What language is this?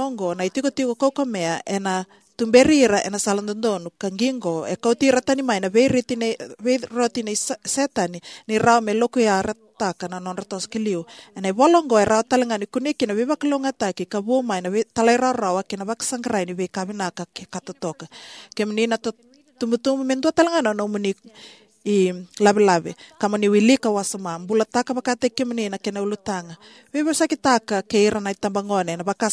Fijian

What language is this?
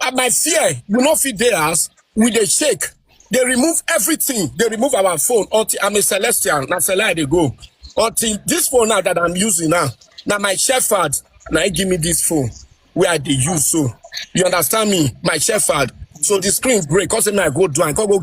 Nigerian Pidgin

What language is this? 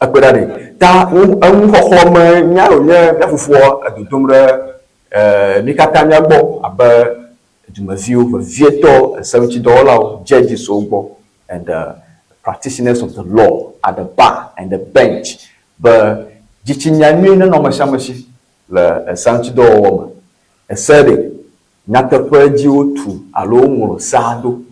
Ewe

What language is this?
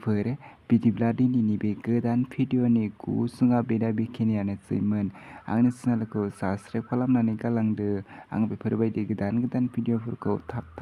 Bodo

